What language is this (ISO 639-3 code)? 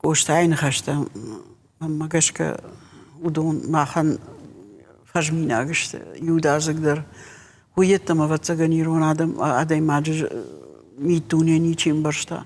oss